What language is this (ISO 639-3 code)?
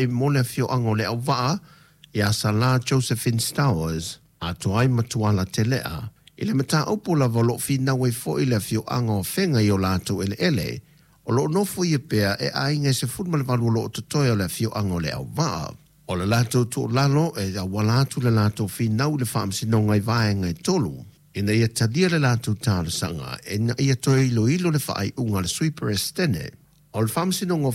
smo